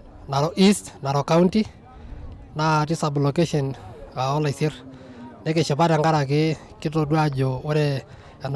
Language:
Masai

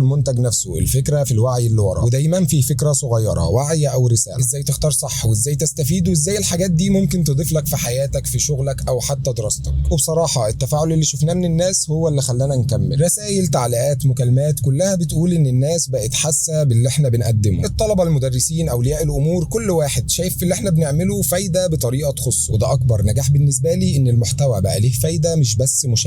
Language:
Egyptian Arabic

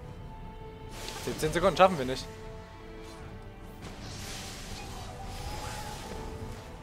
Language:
German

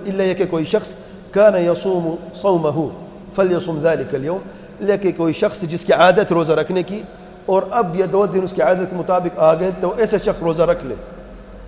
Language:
Urdu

